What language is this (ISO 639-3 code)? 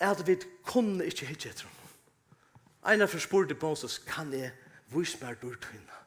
fao